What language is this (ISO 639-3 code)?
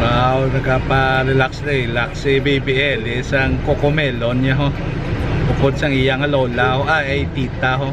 hil